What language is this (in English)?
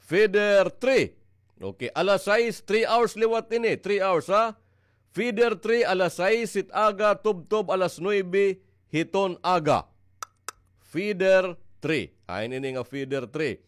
Waray